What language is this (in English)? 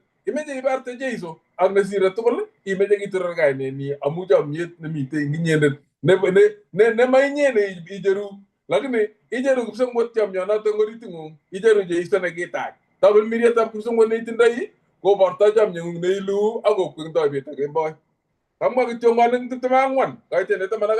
Kalenjin